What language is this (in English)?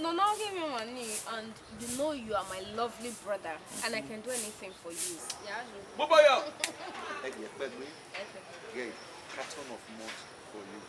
Bini